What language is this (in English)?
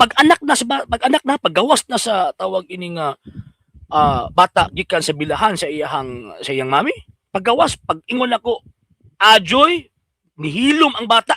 Cebuano